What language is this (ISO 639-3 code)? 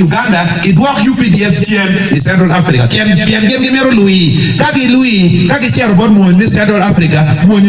ach